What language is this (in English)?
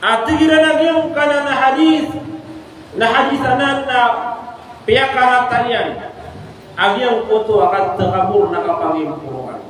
Maranao